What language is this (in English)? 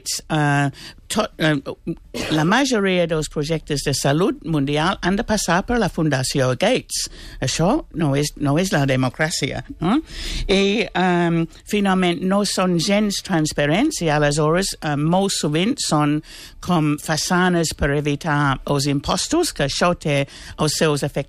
Catalan